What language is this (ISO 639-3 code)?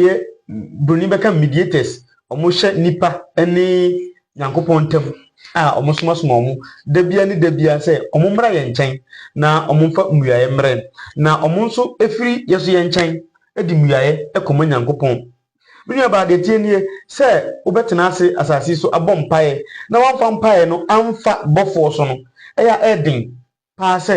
aka